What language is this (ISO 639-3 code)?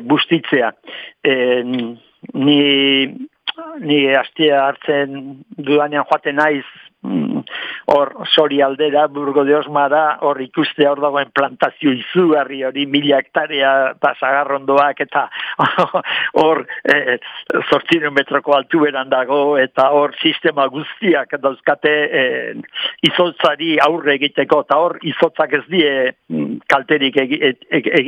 eus